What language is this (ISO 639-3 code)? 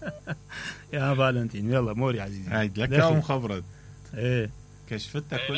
acm